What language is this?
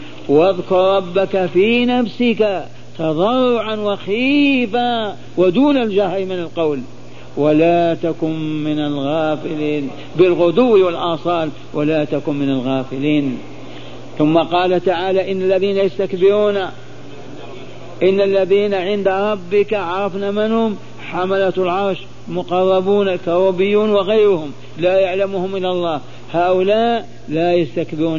Arabic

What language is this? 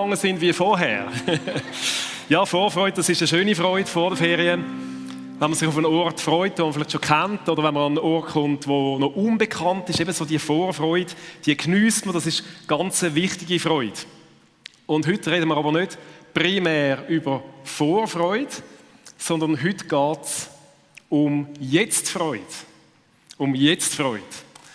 Swiss German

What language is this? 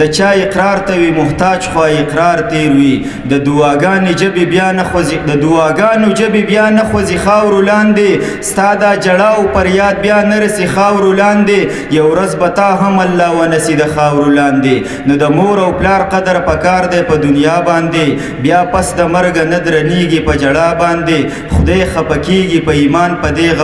Pashto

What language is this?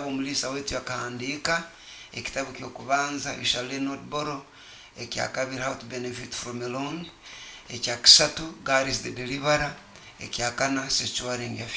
Nyoro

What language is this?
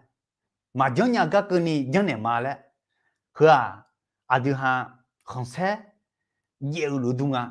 Akha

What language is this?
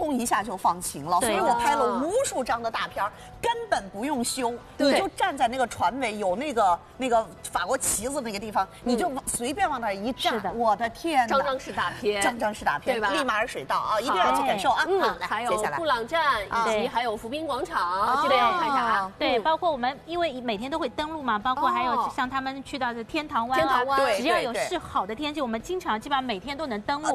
Chinese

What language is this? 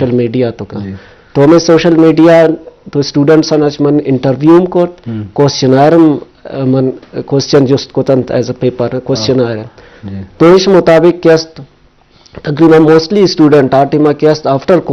Baluchi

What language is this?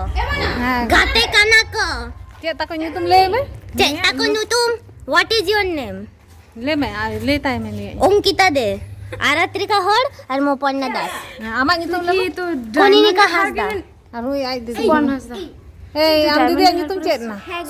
Santali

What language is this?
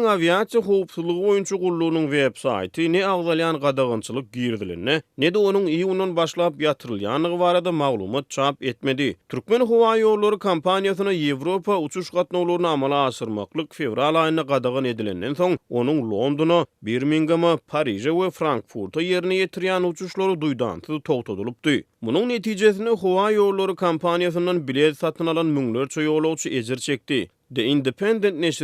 Turkmen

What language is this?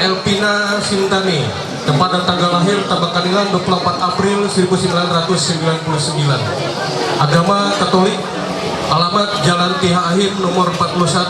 Ma'anyan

